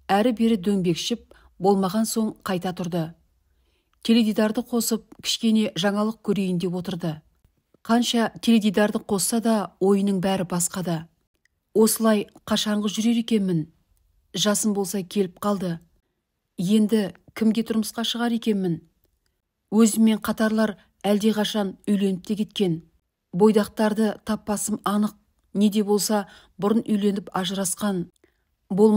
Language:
Kazakh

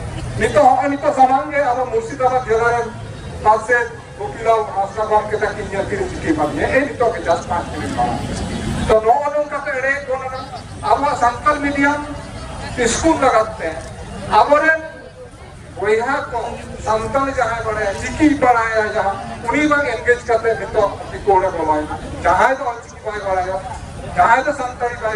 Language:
Santali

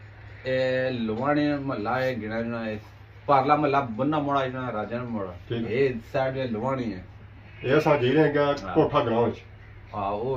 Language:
Pahari-Potwari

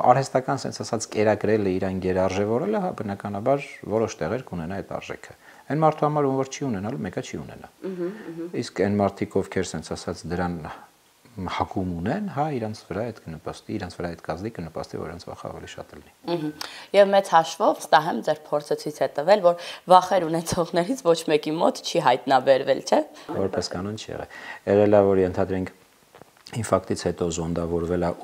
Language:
Armenian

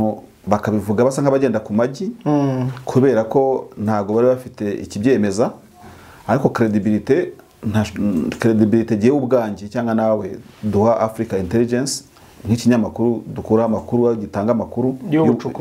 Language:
Kinyarwanda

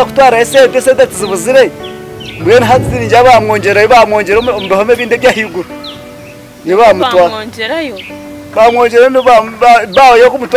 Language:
Nyankole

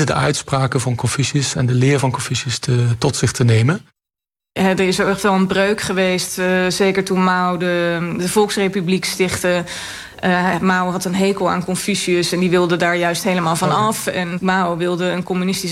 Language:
Dutch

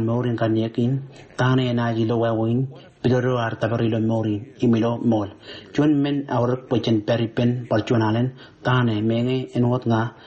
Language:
Marshallese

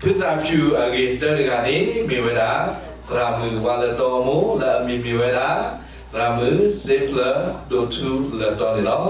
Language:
S'gaw Karen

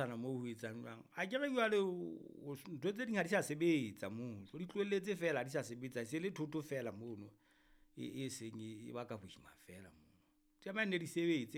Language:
Southern Sotho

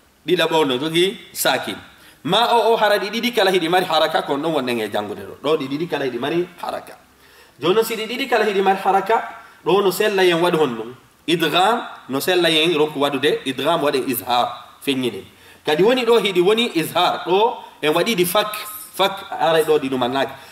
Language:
Fula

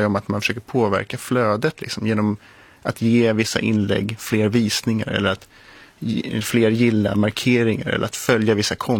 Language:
Swedish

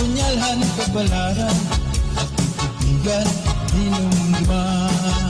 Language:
Waray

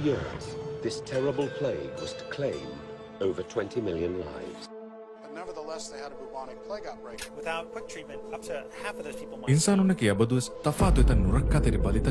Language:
Divehi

